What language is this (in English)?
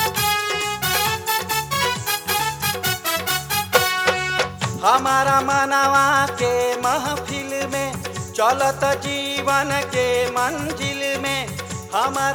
Bhojpuri